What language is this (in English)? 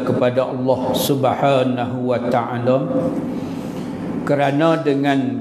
Malay